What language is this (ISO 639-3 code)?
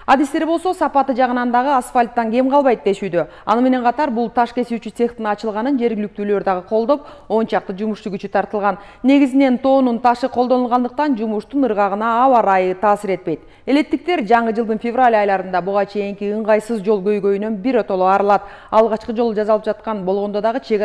kir